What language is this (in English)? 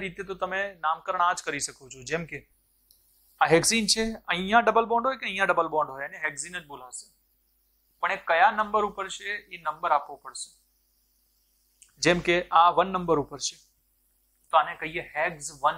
Gujarati